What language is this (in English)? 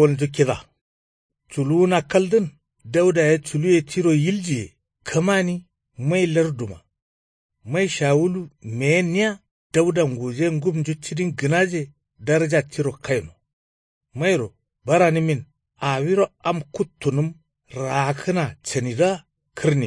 Kanuri